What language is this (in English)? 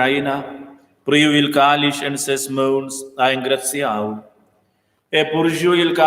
Romansh